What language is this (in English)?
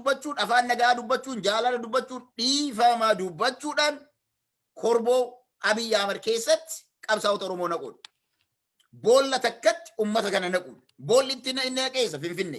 Oromo